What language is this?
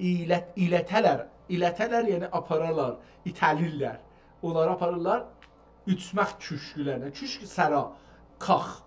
South Azerbaijani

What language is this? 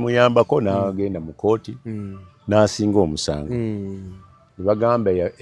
Ganda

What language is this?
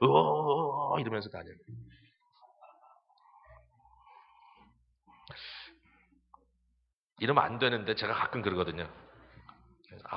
Korean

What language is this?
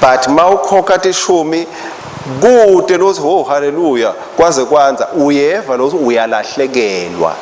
Swati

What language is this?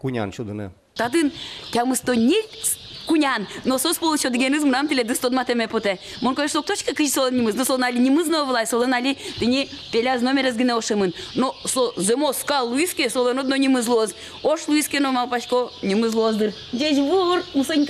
Udmurt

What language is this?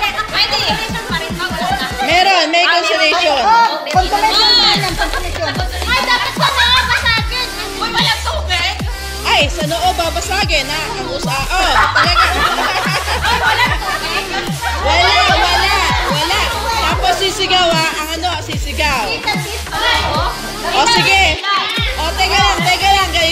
Filipino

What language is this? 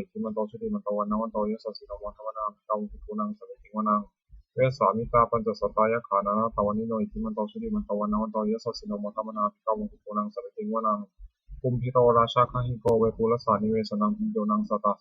Pali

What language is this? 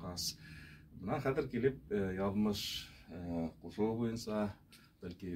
Bashkir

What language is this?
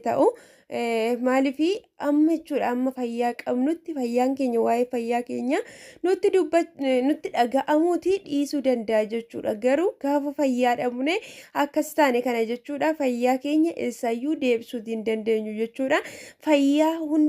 Oromo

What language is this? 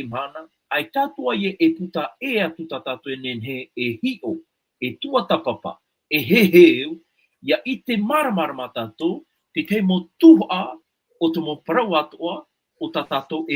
Tahitian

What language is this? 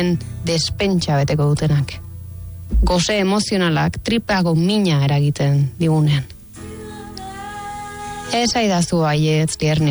Basque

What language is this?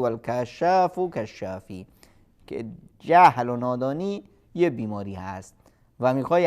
Persian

